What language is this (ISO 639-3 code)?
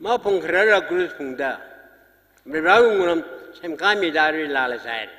nmf